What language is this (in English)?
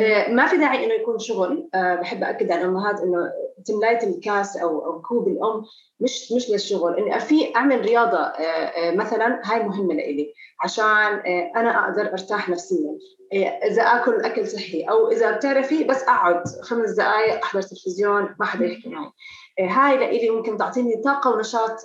North Levantine Arabic